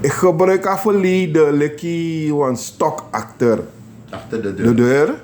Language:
Sranan Tongo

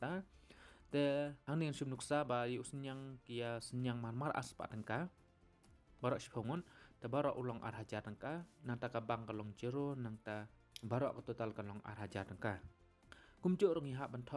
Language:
Khasi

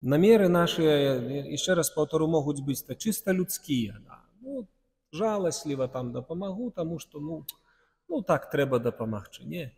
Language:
Belarusian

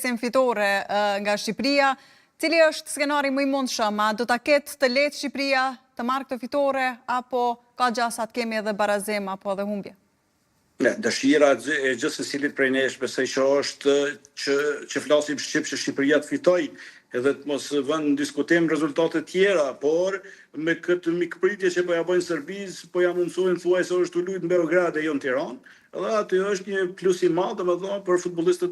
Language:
Albanian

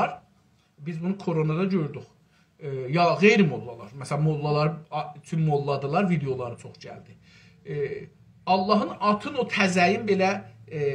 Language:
South Azerbaijani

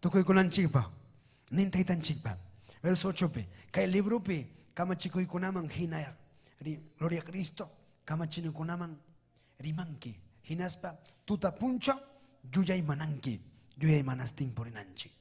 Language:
Ayacucho Quechua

